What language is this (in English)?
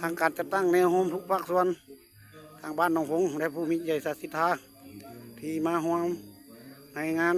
Lao